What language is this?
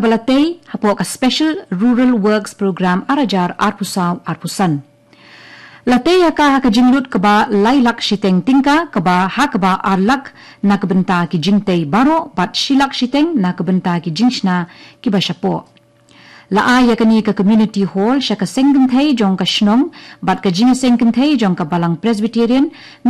Khasi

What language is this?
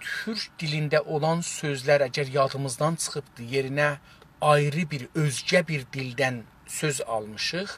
South Azerbaijani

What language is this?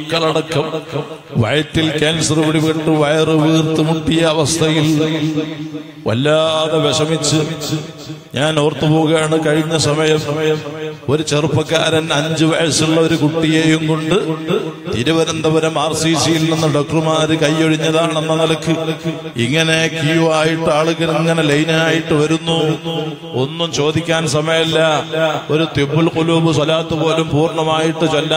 Malayalam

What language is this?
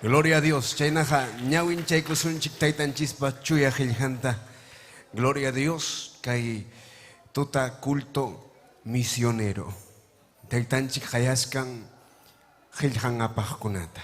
Ayacucho Quechua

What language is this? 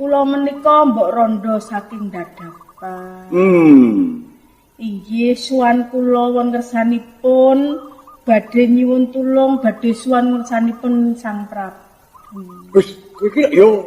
Javanese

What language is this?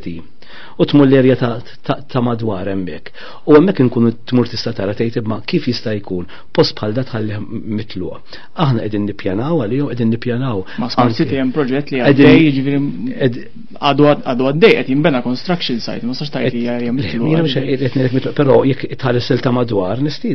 Maltese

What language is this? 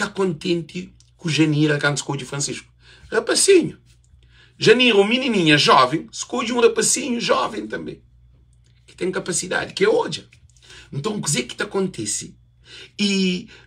Kabuverdianu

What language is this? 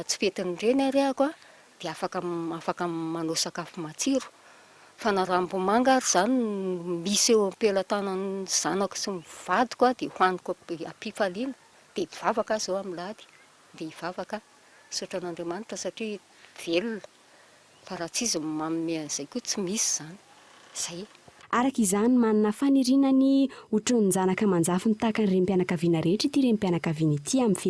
Malagasy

